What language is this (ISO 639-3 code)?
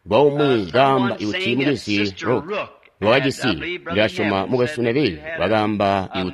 toi